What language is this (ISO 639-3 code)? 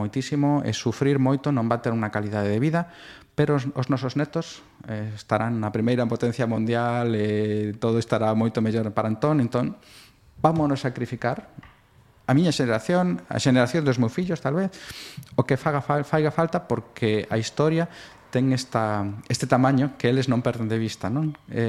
glg